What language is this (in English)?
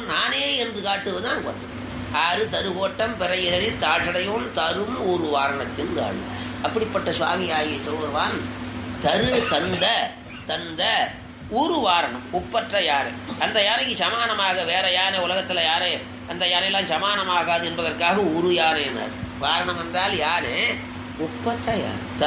Tamil